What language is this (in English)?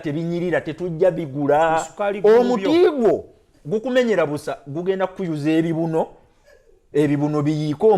Ganda